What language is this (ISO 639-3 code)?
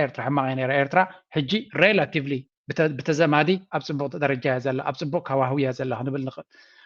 tir